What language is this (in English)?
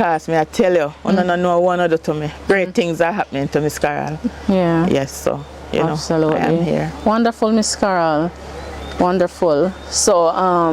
Jamaican Creole English